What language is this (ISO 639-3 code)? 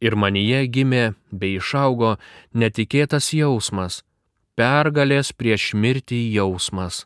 lit